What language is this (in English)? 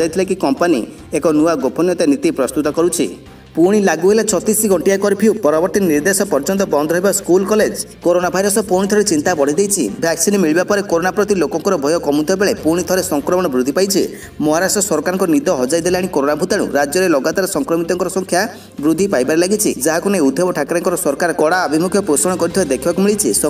Odia